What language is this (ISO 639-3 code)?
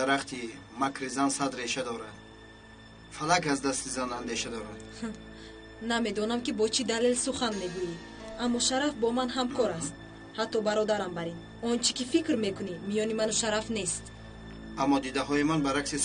tgk